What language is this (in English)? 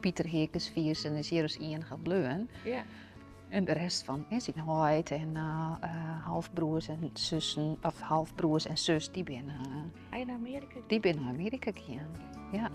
Western Frisian